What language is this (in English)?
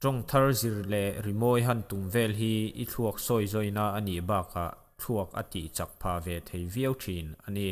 Mizo